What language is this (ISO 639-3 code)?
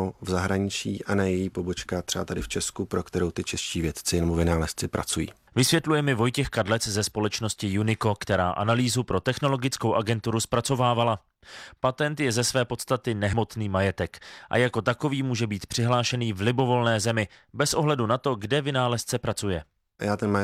ces